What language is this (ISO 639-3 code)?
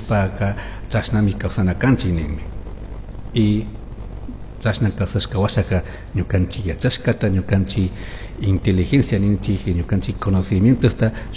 qug